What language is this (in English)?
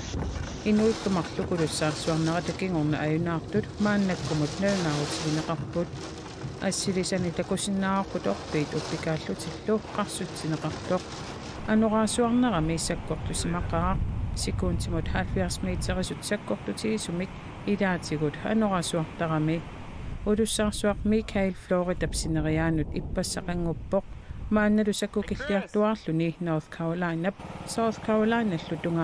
Kalaallisut